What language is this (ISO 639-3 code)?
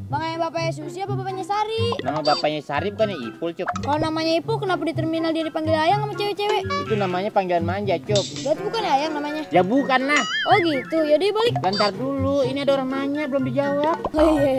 bew